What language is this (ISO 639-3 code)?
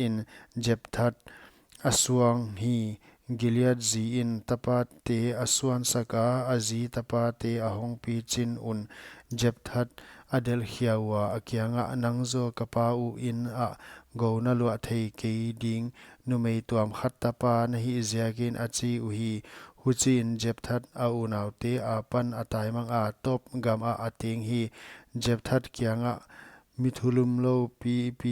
pck